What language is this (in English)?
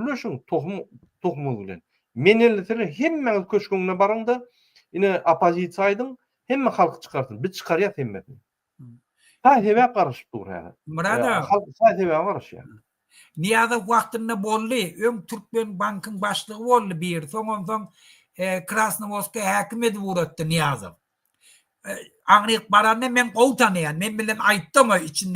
Turkmen